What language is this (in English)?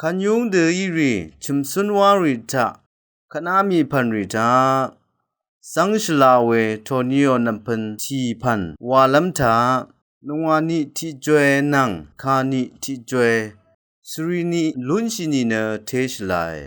Rawang